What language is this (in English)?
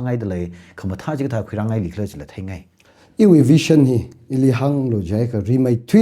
Tangkhul Naga (India)